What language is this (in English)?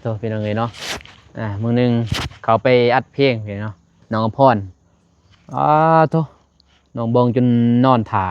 Lao